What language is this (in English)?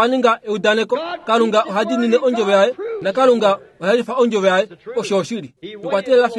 Kuanyama